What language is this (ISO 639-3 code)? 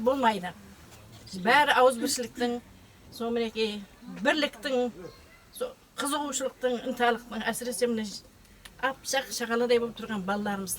kaa